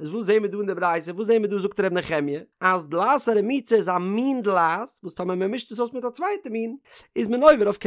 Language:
Yiddish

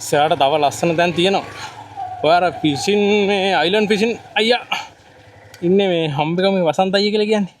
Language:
Sinhala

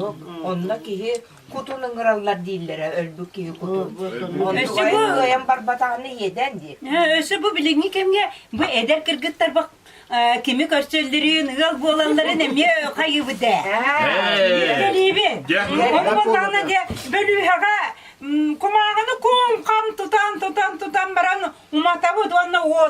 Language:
Yakut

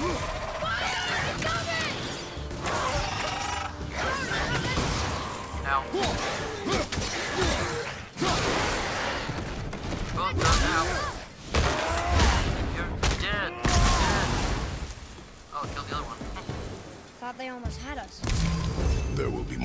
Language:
English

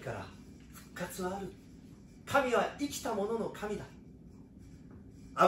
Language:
Japanese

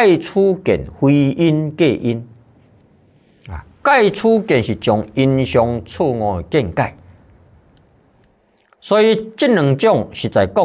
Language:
Chinese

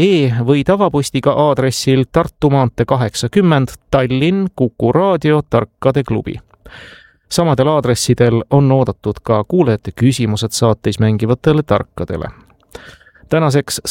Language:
Estonian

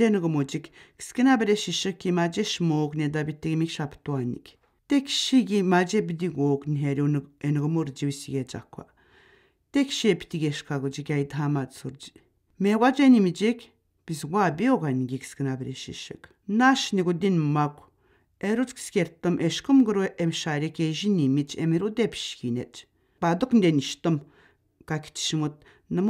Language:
Atikamekw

